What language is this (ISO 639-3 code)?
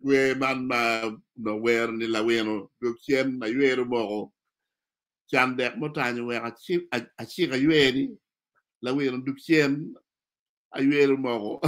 ach